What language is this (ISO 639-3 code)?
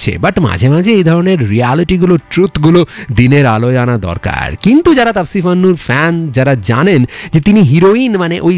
ben